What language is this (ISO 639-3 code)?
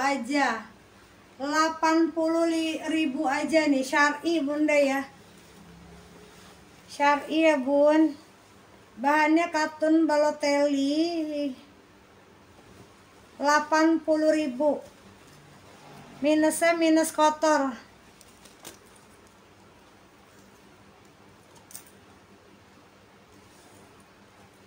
ind